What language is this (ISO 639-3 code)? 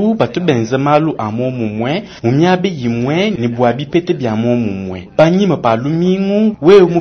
lua